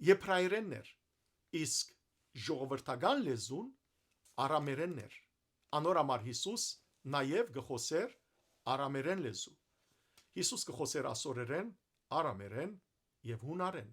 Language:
Western Armenian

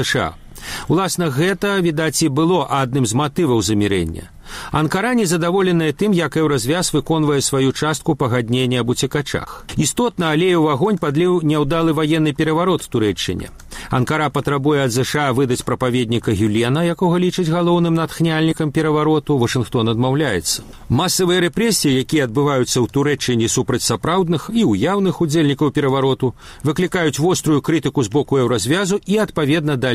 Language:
Belarusian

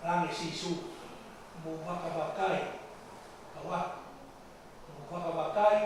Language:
Tongan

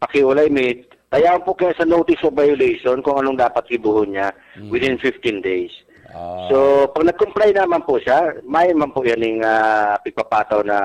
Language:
Bikol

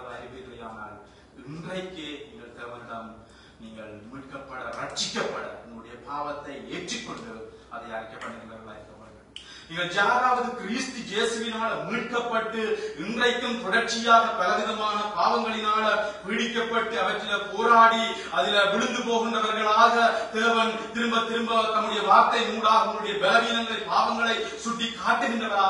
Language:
Tamil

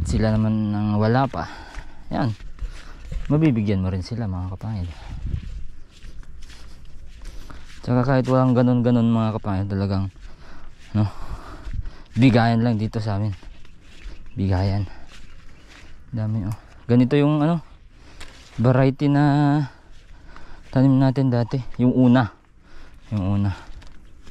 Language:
Filipino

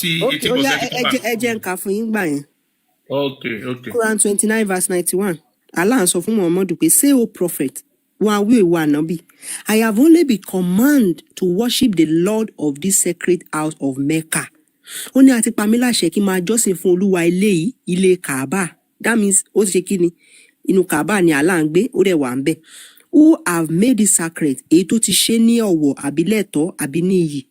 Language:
Yoruba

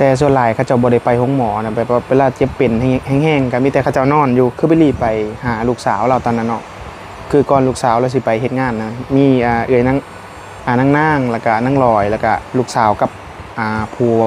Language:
Northeastern Thai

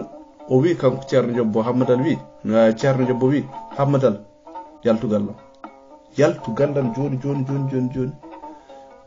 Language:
Fula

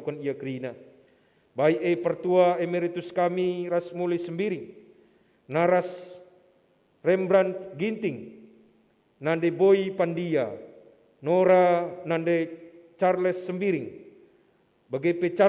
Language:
Batak Karo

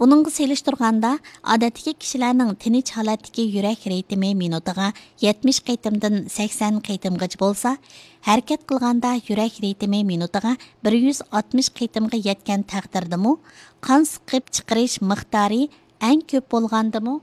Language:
Uyghur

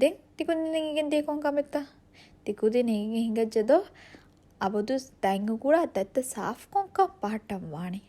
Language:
Divehi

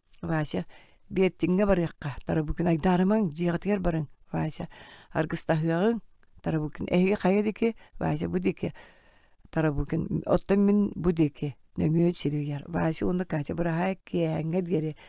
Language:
Yakut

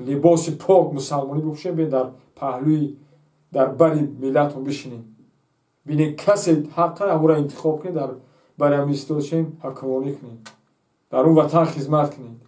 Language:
Tajik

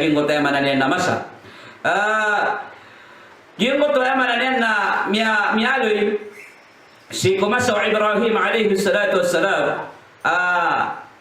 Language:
Maranao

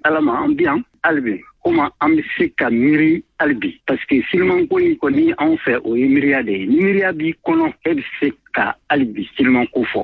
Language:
Bambara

